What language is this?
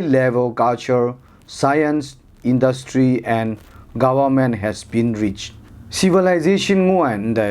Kachin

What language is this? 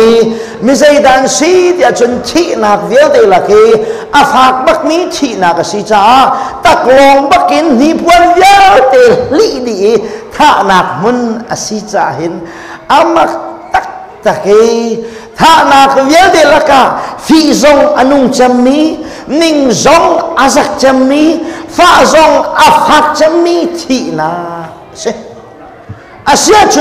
Hakha Chin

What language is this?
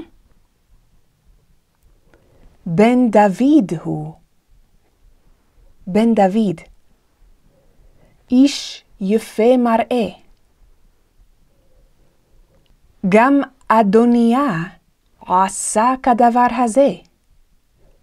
Hebrew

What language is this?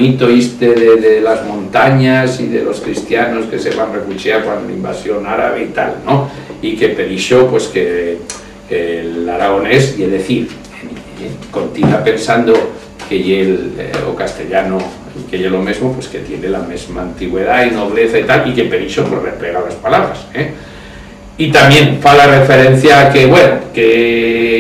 Aragonese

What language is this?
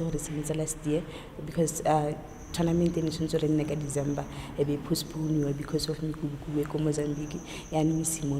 Tswana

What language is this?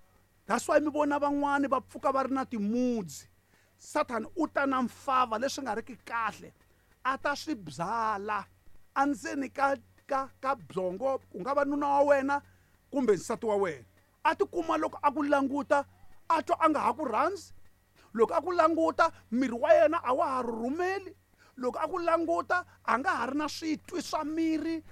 Tsonga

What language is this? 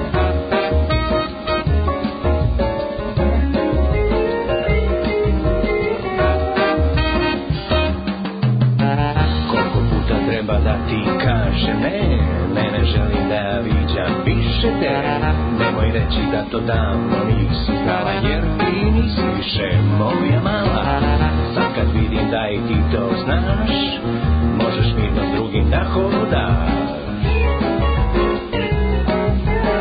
Serbian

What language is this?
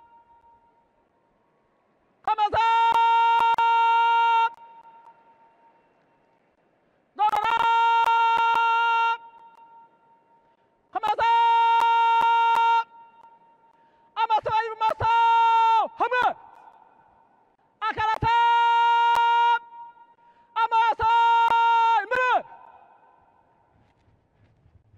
Kinyarwanda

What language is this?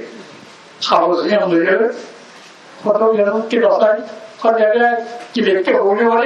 Rohingya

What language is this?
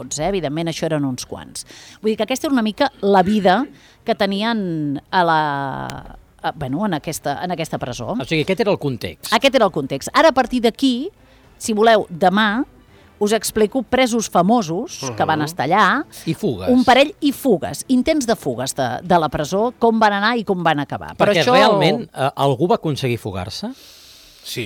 Catalan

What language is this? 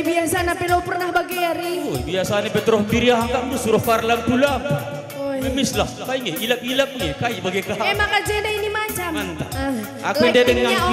Batak Karo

